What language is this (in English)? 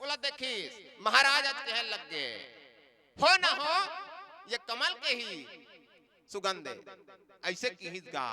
Chhattisgarhi